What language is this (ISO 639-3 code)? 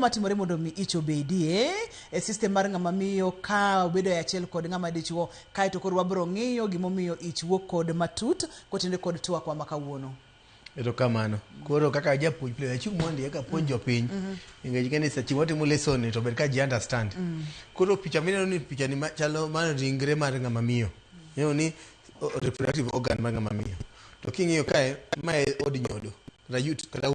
luo